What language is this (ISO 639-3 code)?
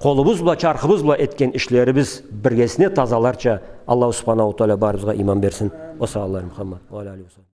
krc